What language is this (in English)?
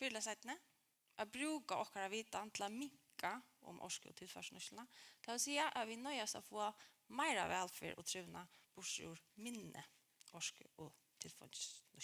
Faroese